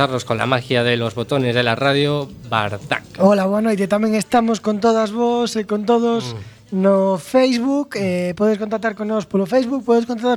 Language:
Galician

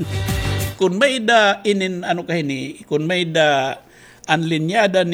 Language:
Waray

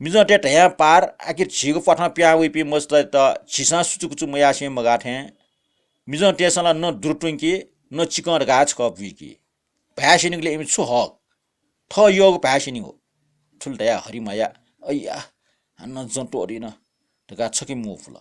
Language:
Newari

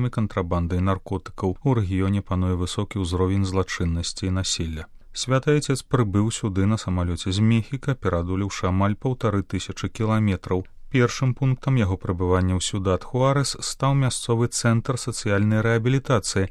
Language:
Belarusian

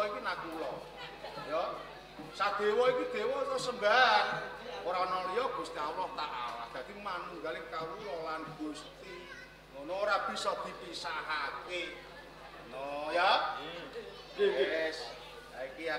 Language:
Javanese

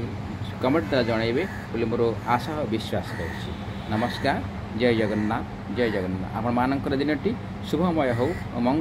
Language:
Odia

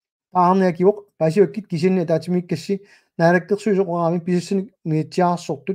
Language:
Kalaallisut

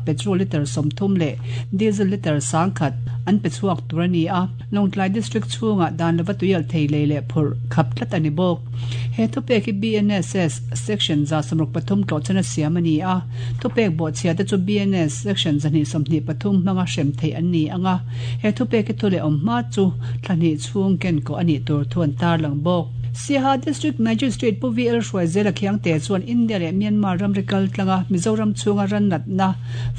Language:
Mizo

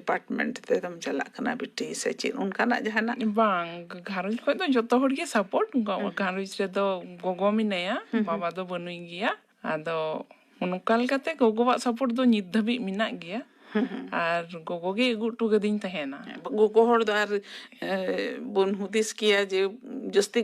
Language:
Santali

